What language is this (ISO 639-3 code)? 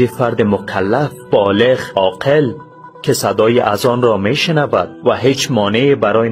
fas